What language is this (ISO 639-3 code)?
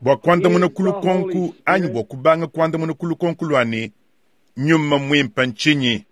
lua